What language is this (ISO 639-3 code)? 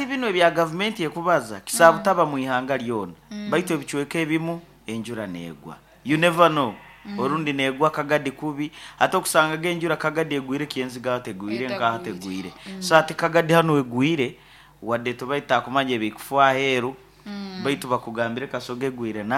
nyo